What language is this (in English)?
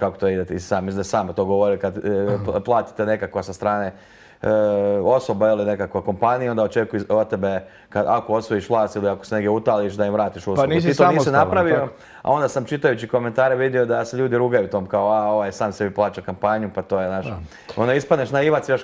Croatian